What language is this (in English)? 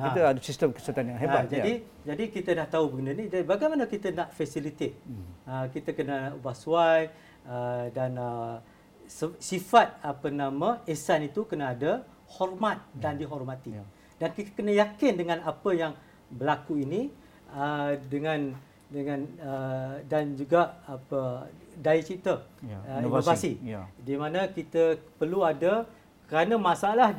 Malay